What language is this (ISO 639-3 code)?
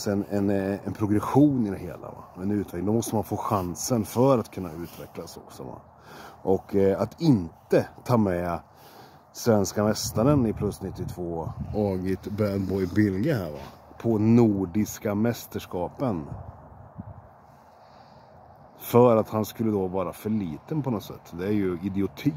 swe